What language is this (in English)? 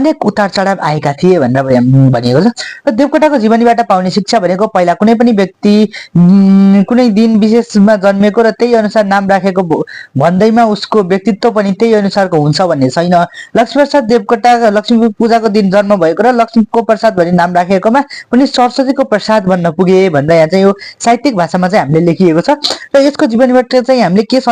Nepali